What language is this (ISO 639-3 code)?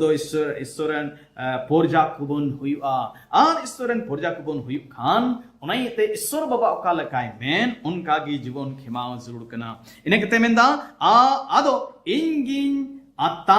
sat